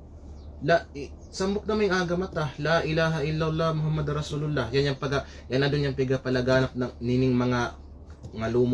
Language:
Kalagan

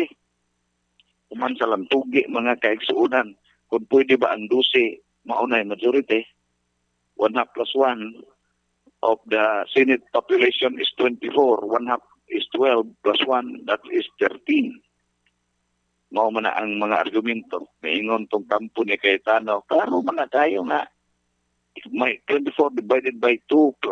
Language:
Cebuano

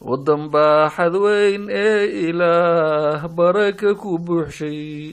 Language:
Somali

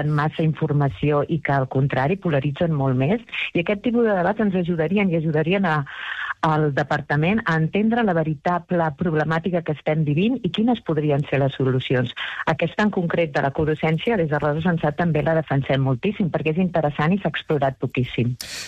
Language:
Catalan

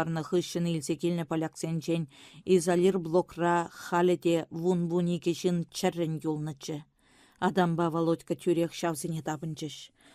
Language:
Chuvash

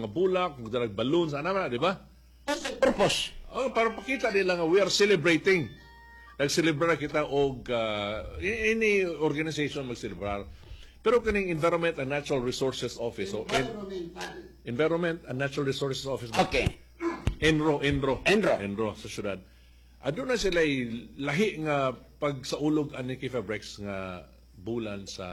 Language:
Cebuano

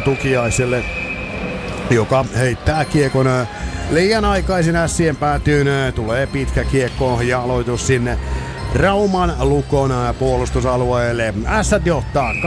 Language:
Finnish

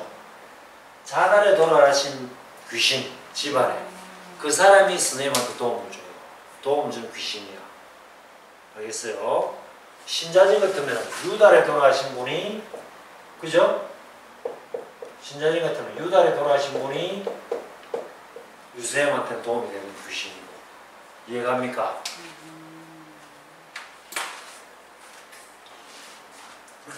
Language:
Korean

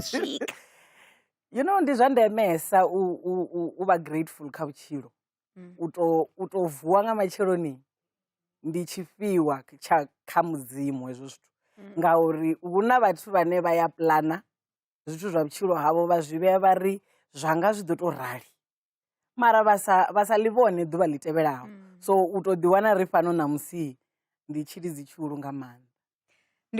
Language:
Venda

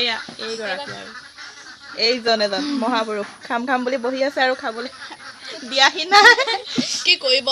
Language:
Assamese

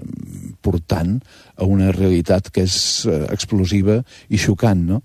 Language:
Catalan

